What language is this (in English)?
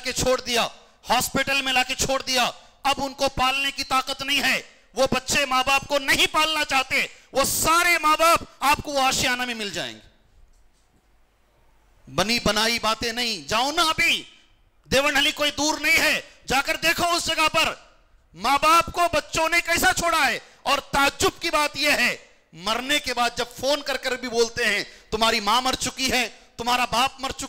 Urdu